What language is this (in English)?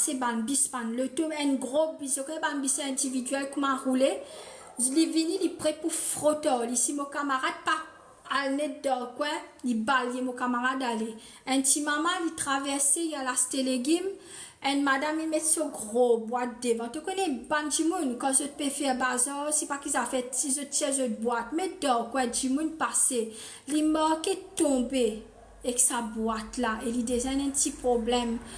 Morisyen